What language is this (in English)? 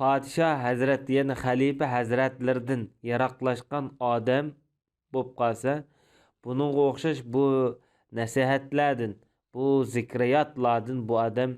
Uyghur